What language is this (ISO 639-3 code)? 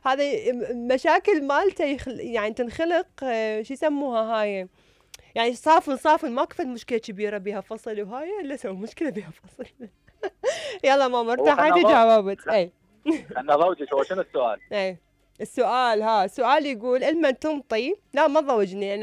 acm